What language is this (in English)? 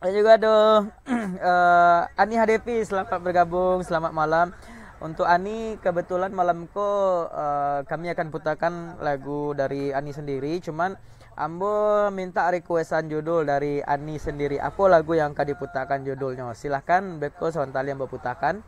Minangkabau